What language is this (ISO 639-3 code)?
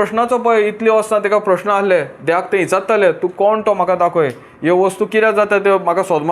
kok